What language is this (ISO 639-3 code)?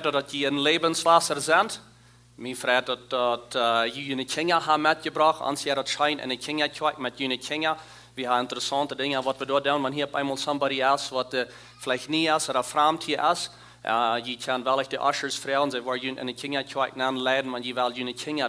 pdt